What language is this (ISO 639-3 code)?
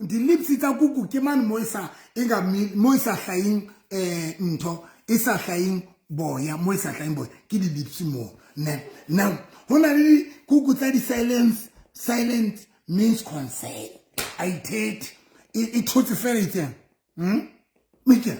sot